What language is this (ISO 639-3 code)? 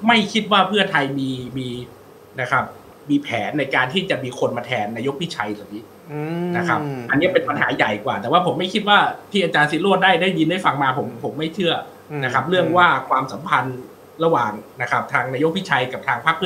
tha